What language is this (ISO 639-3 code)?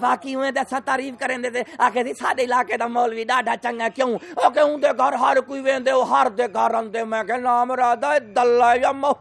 skr